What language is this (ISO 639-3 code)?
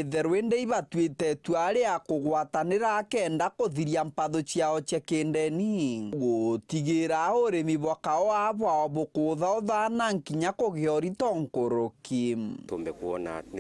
mer